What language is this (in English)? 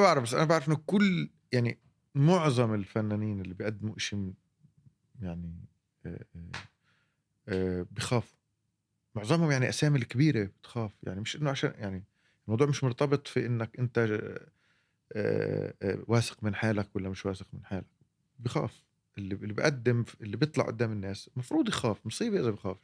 North Levantine Arabic